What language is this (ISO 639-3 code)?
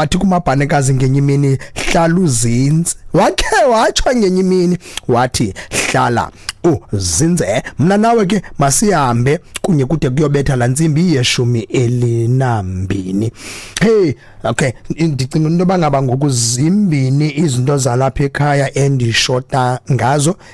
xho